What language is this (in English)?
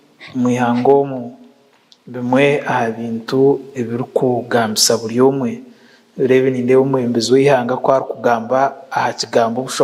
Nyankole